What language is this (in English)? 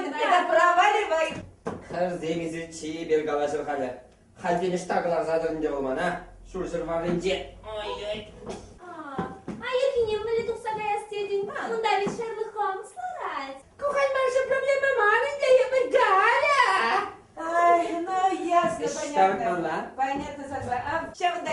Chuvash